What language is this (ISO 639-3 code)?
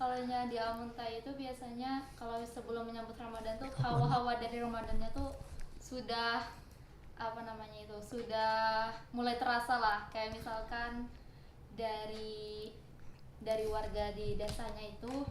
bjn